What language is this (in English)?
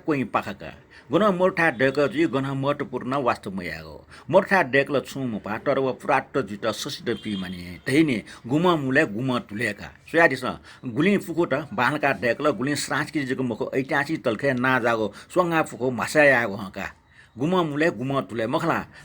Newari